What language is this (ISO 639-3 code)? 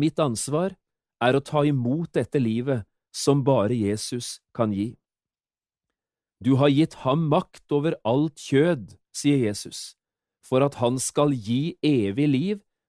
nor